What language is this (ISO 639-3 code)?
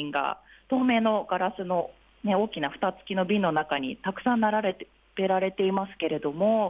jpn